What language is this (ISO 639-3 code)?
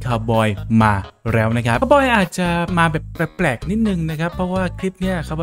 tha